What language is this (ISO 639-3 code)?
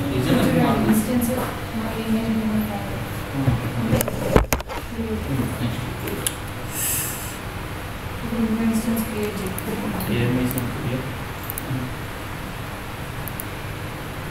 tel